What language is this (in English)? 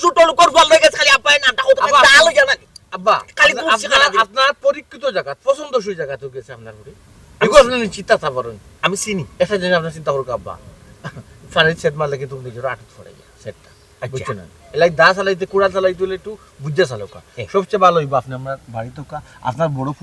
Sylheti